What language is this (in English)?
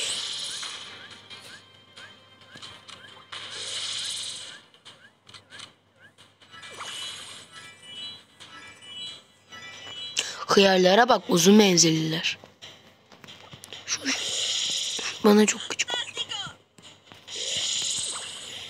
Turkish